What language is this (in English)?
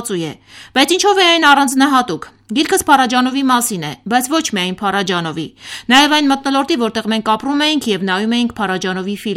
Armenian